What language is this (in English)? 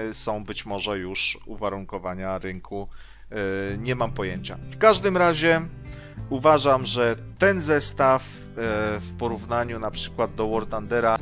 Polish